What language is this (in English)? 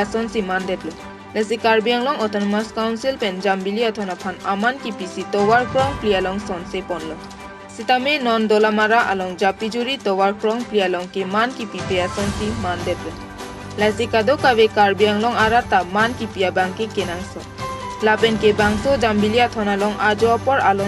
Karbi